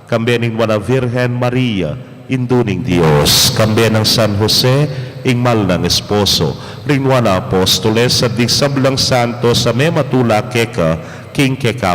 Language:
Pampanga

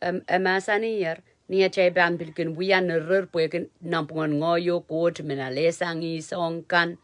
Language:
Pohnpeian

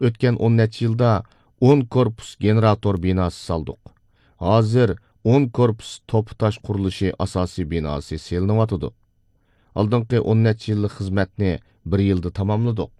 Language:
Uyghur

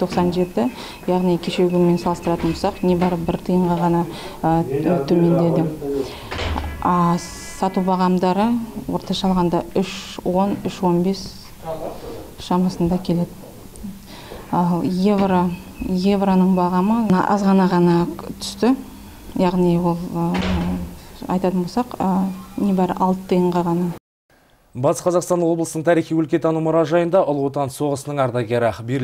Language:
Kazakh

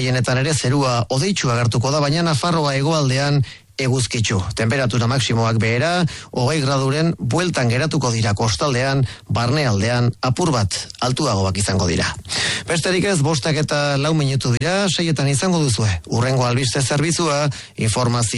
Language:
Basque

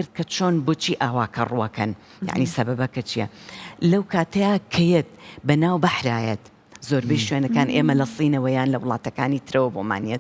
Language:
Central Kurdish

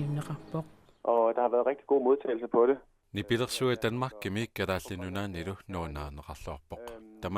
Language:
Kalaallisut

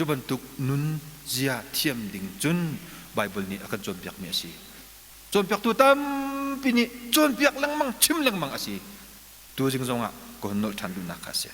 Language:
Hakha Chin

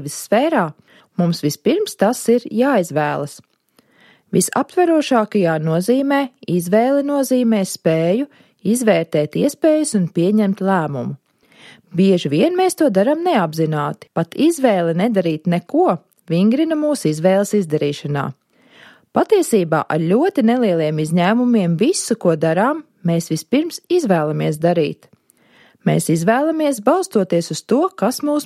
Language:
Latvian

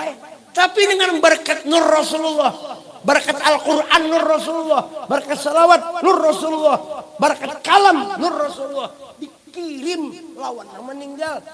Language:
Banjar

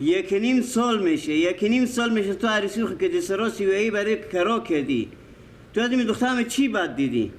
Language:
Persian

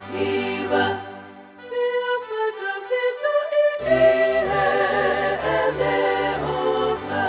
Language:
Tongan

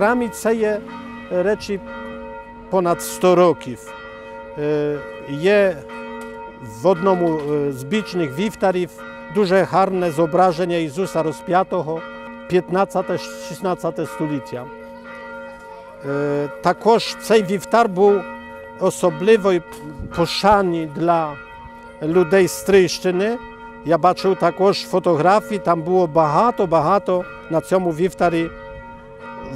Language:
Ukrainian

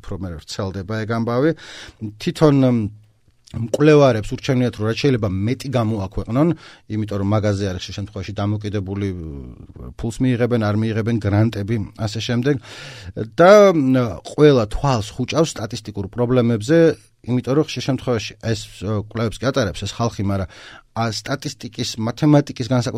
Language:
Georgian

